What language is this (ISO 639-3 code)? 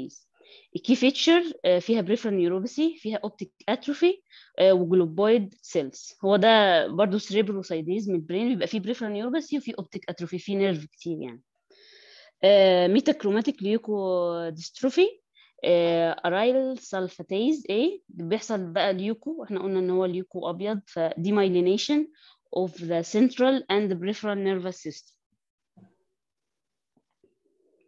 arz